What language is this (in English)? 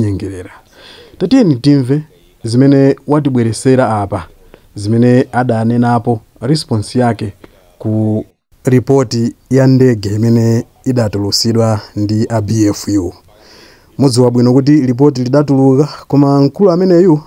Nyanja